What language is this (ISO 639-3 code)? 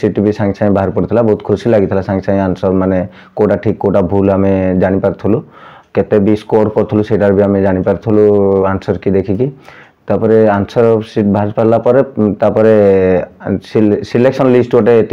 ori